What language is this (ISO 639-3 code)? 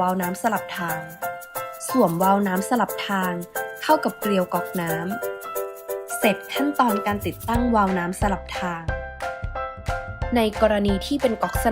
lao